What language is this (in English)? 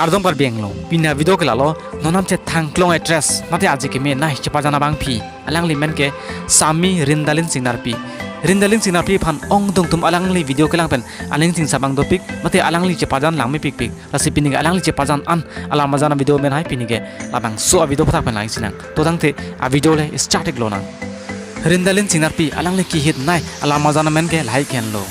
Karbi